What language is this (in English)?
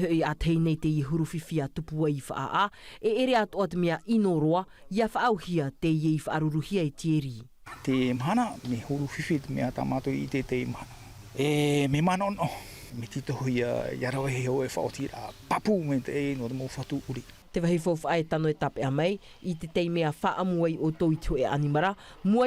Tahitian